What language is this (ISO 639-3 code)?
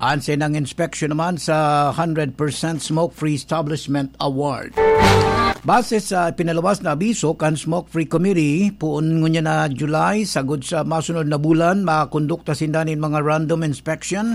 bik